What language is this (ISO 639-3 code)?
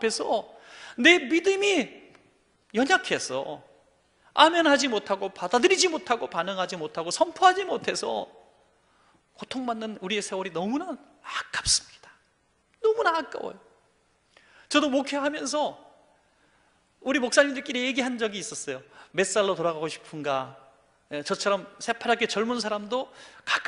kor